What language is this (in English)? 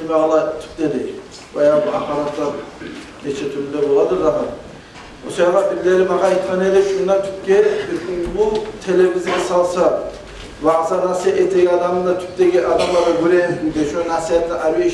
Kumyk